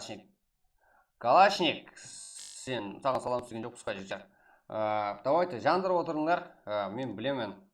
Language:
Kara-Kalpak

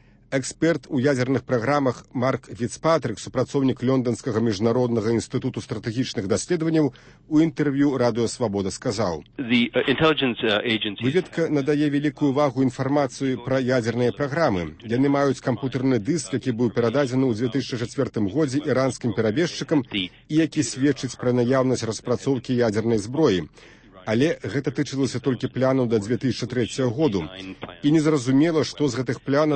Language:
Belarusian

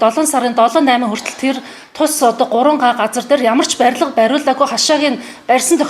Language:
Mongolian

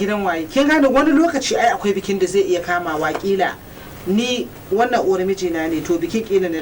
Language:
Hausa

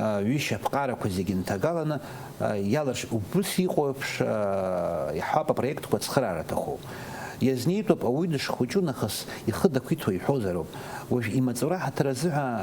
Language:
Abkhazian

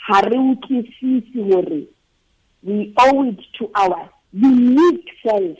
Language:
Southern Sotho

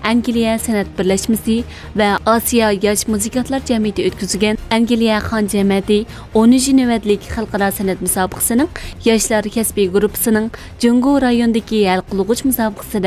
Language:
Uyghur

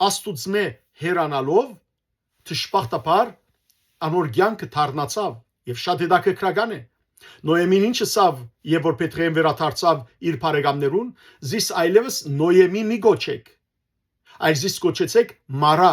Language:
Western Armenian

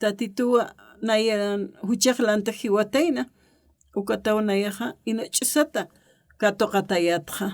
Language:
Aymara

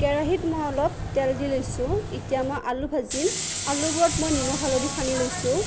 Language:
Assamese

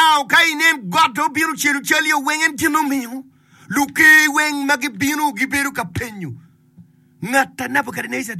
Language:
Acoli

